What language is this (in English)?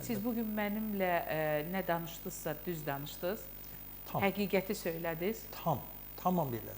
Azerbaijani